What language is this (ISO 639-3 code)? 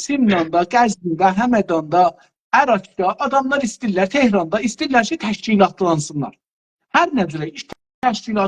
azb